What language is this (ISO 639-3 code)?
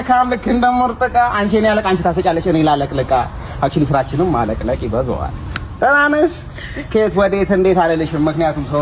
amh